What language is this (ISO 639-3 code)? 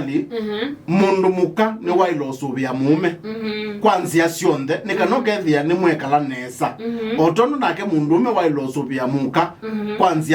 kam